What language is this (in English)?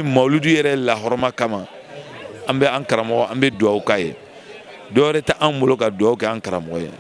Bambara